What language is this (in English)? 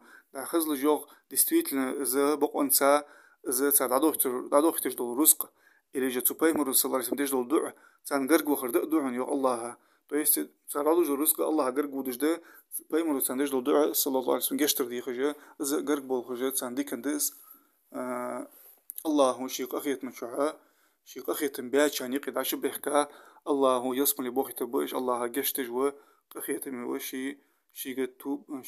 Ingush